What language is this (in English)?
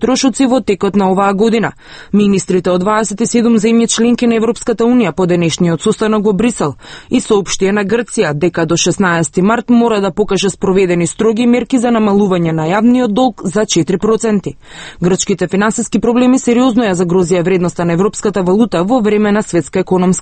Macedonian